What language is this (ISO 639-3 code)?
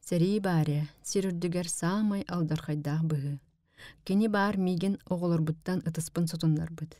sah